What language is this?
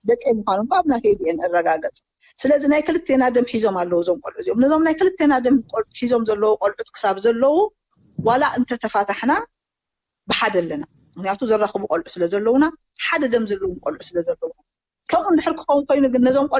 Tigrinya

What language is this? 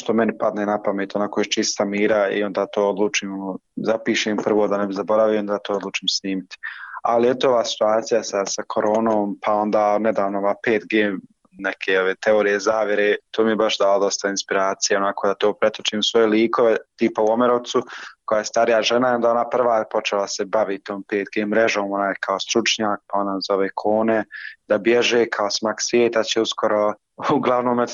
Bosnian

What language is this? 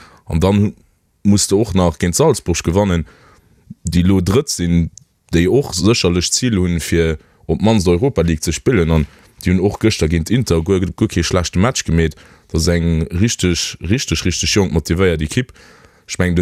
Luxembourgish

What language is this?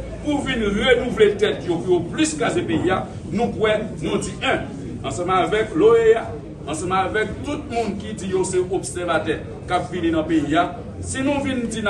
Haitian Creole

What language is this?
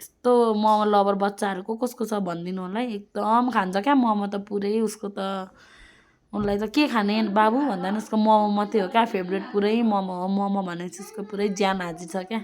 Nepali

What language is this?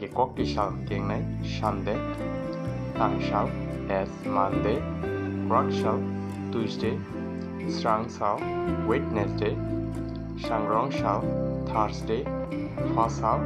Kok Borok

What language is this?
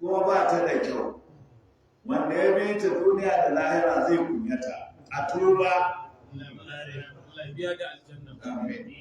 Hausa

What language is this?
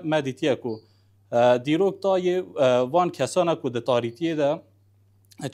Kurdish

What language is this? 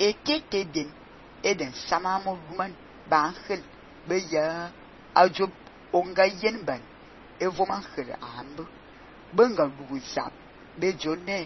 Fang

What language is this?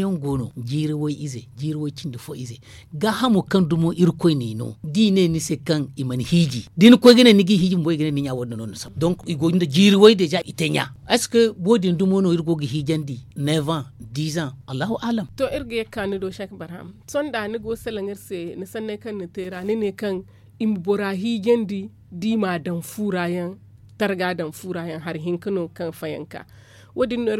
Zarma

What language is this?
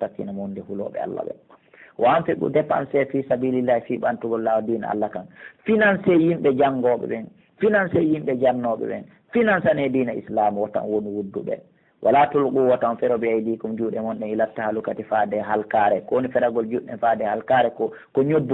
Pular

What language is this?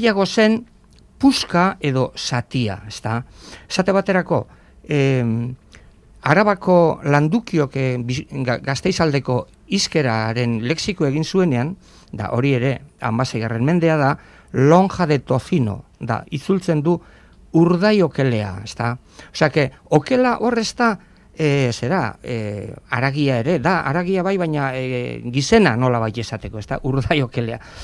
Basque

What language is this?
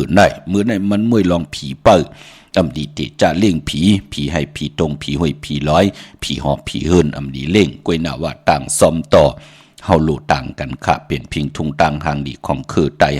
Shan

